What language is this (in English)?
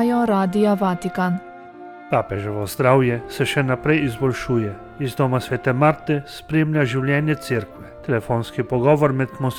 Slovenian